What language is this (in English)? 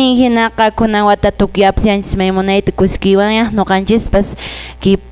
Quechua